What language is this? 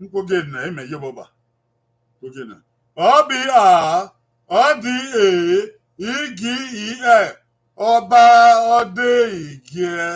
Bini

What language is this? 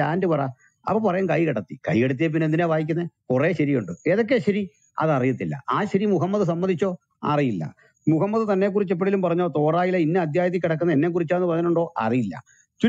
Malayalam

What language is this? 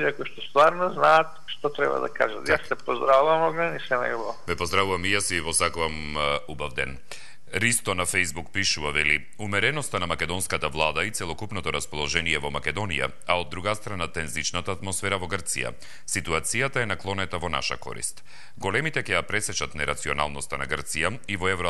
Macedonian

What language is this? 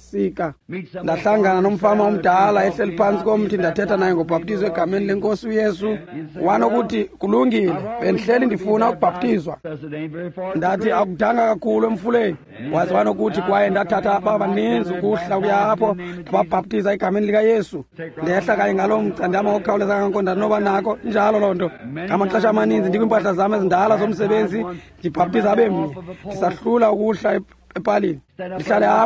Xhosa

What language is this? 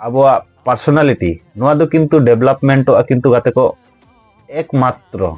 Santali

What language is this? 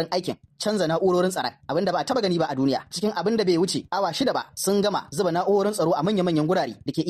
Hausa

